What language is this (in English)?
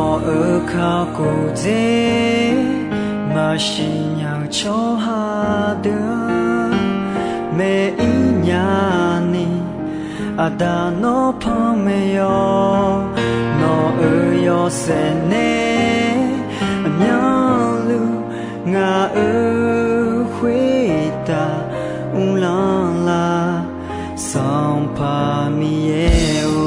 Akha